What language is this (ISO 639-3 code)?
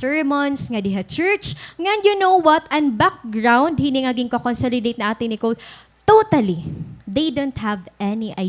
war